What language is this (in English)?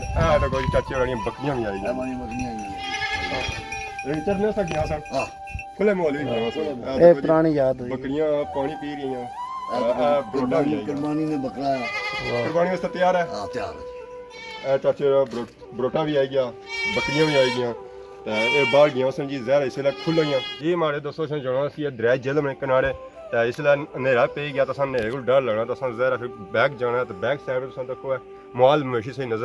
Pahari-Potwari